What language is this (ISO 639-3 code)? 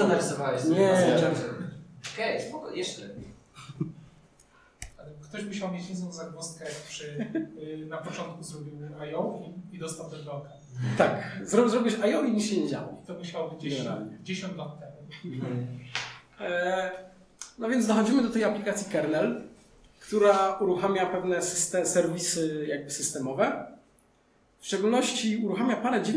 pol